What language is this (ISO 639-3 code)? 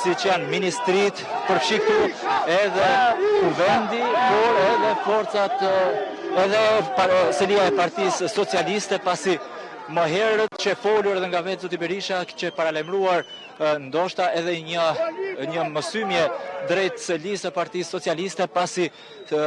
sqi